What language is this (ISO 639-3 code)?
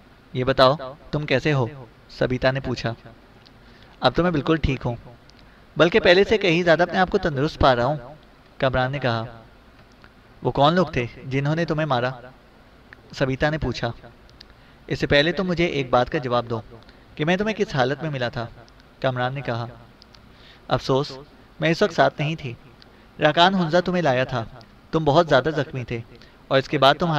urd